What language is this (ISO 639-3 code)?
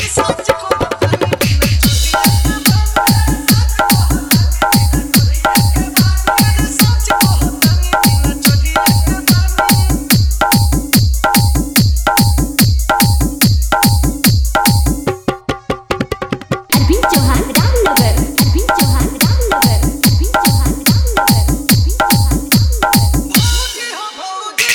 bho